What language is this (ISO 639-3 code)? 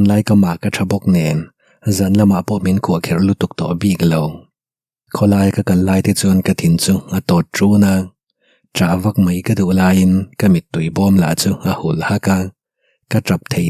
lus